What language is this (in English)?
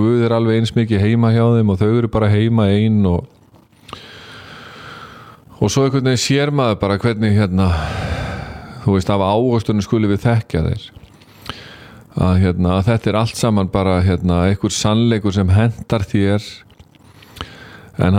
Icelandic